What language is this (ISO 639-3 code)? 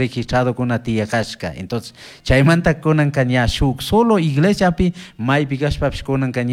qug